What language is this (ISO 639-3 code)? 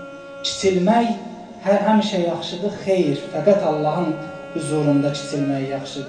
aze